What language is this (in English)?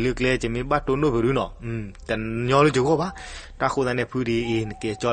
S'gaw Karen